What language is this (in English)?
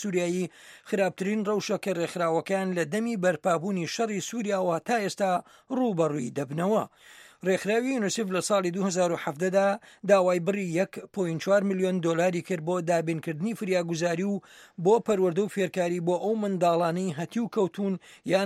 Central Kurdish